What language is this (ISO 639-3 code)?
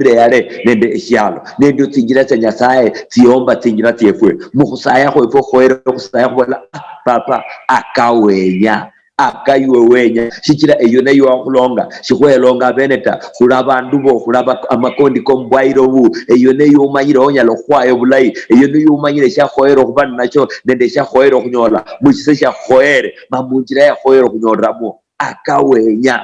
luy